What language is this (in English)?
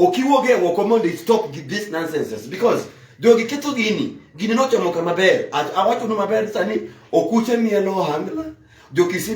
Luo (Kenya and Tanzania)